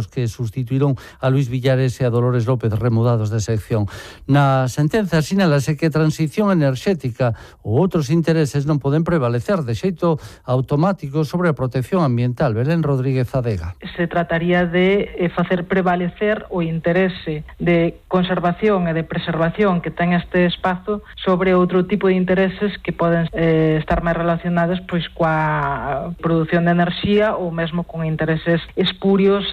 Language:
Galician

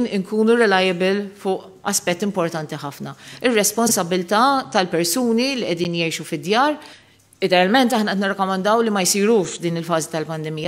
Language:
Maltese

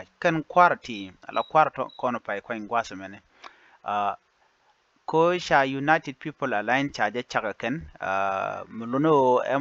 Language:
Nuer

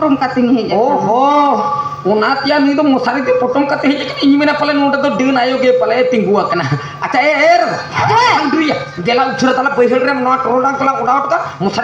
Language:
Santali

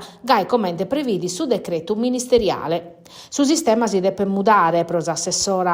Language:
Sardinian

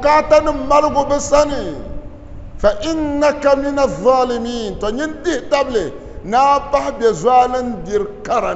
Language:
Dagbani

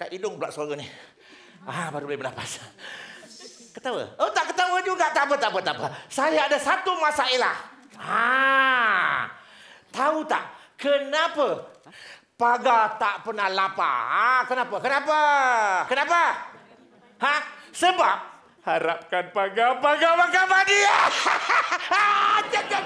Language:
Malay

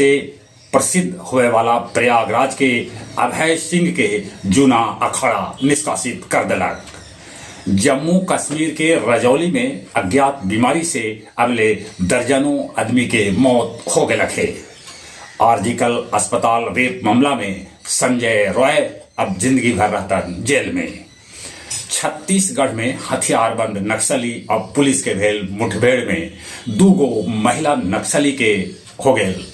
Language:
Magahi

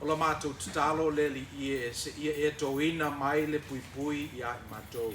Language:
Samoan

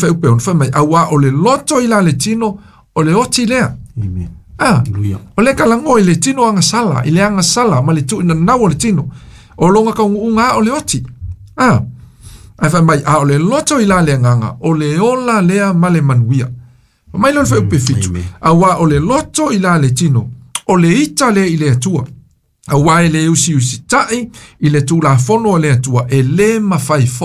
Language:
Samoan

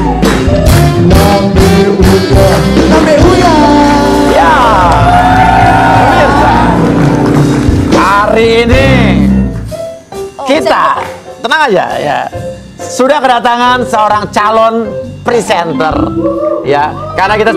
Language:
Indonesian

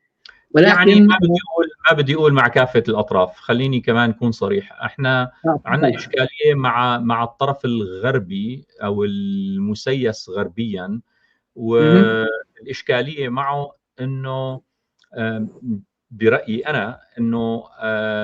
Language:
North Levantine Arabic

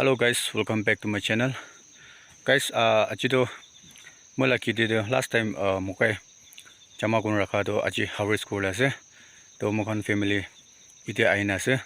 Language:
Naga Pidgin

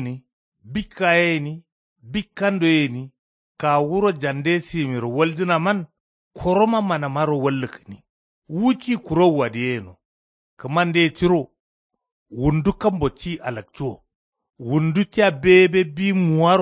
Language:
Kanuri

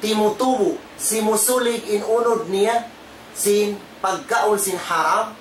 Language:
Tausug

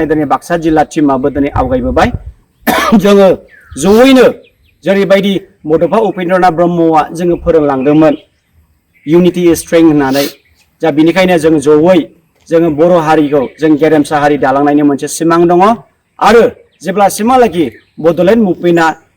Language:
Bodo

